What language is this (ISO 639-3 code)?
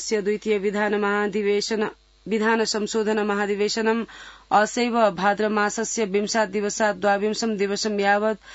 san